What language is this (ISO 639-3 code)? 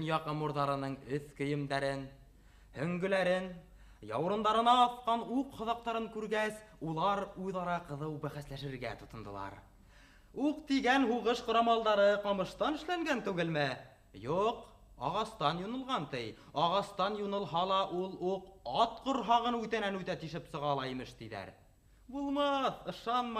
bak